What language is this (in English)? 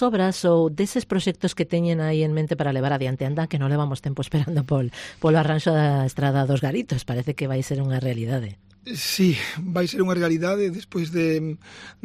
Galician